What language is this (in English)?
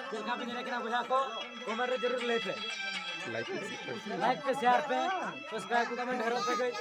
Santali